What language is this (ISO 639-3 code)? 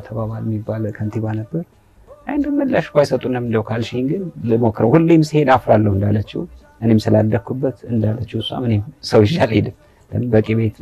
amh